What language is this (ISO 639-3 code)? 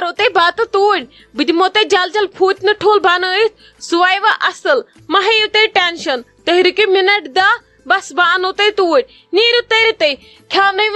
kas